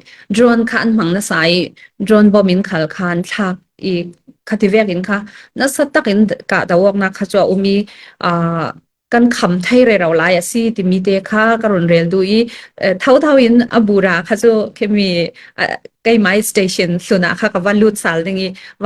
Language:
Falam Chin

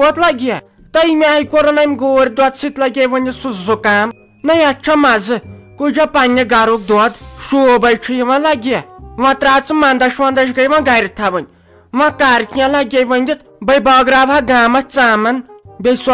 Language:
Kashmiri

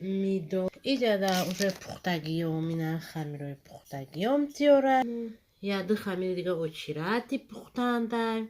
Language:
Tajik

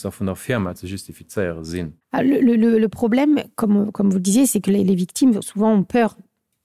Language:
Luxembourgish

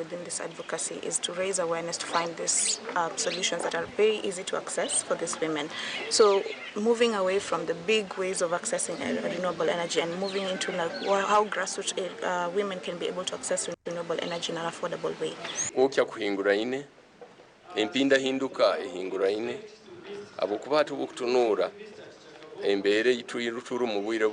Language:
Nyankole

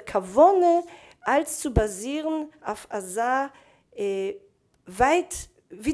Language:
Yiddish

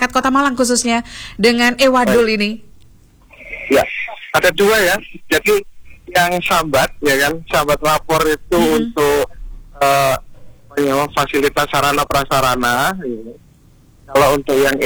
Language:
Indonesian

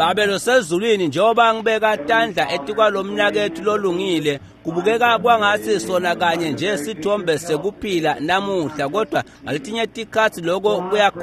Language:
Swati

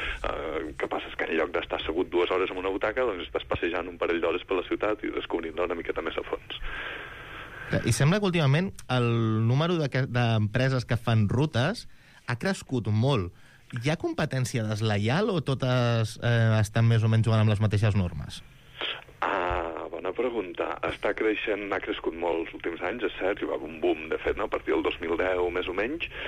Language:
Catalan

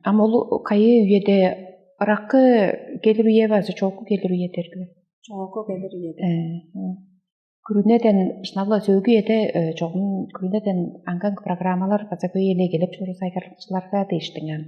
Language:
Tuvinian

